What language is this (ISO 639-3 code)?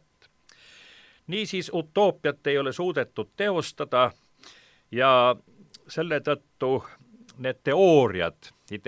est